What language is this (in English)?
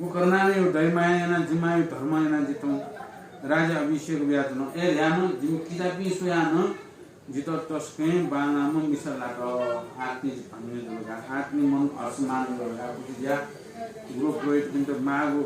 Newari